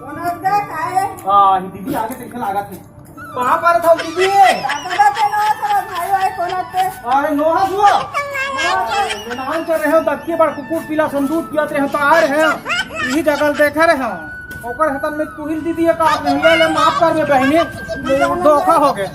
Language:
Chhattisgarhi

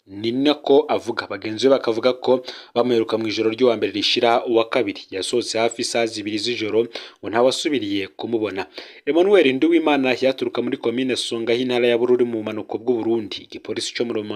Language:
Rundi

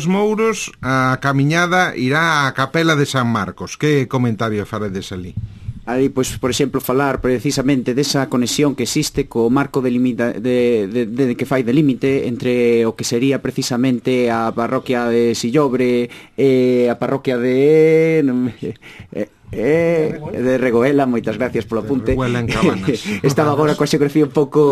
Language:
Galician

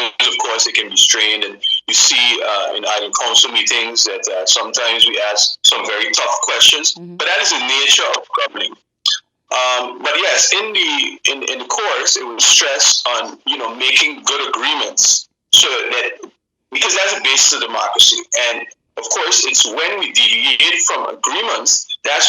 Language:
Papiamento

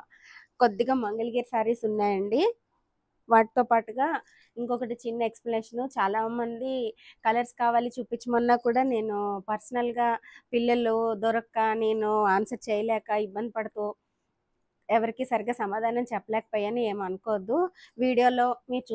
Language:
Telugu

